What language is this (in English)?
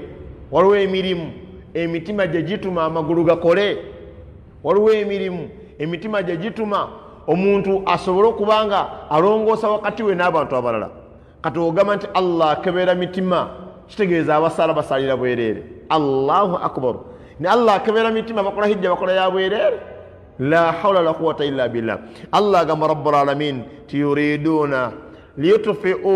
Ganda